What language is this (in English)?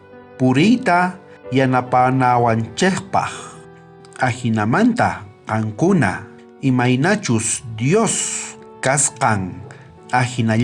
South Bolivian Quechua